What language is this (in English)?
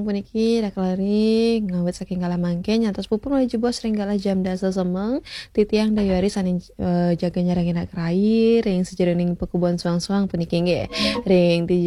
Balinese